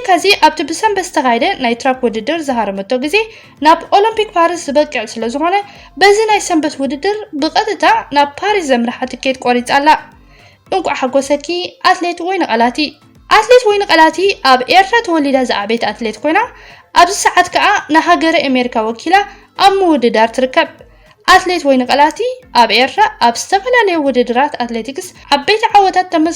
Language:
Tigrinya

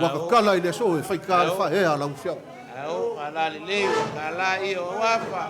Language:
Samoan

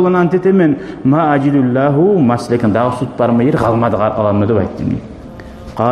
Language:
Kumyk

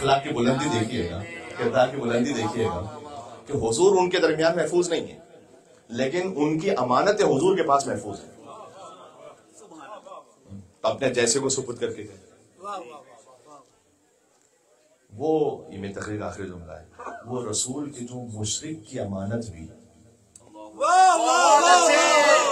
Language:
Urdu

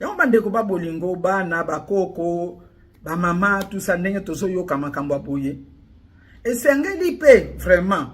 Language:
Lingala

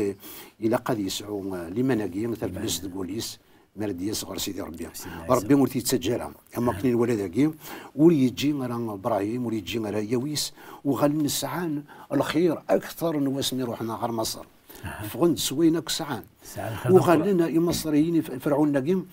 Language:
Kabyle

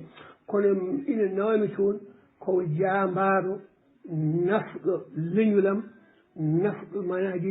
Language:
Fula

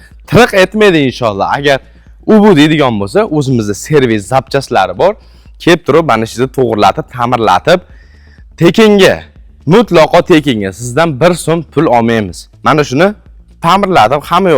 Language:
Uzbek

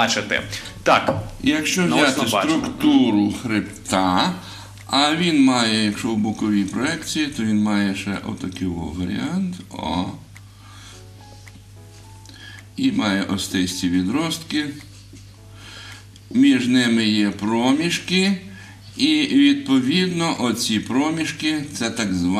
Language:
Ukrainian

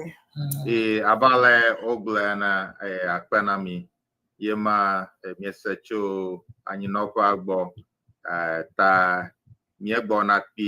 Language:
Ewe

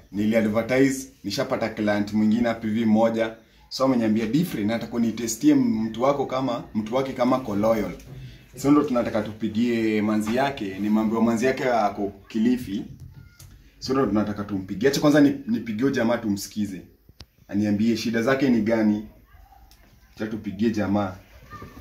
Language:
Swahili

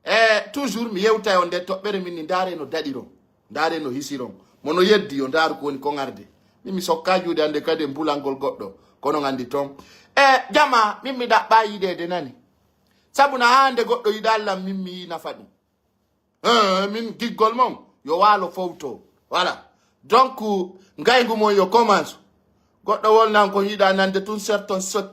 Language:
Pular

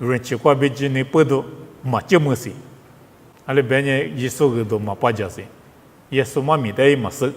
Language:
Lisu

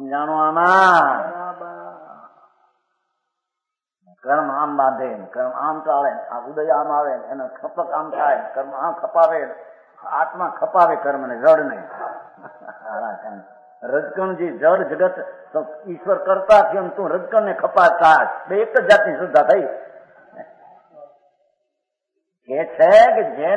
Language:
Gujarati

